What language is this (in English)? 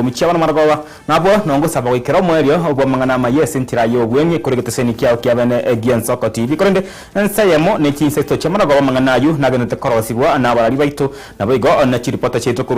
Gusii